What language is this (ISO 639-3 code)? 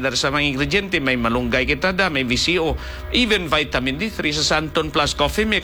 hil